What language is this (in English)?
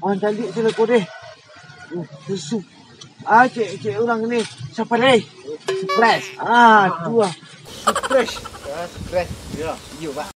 Minangkabau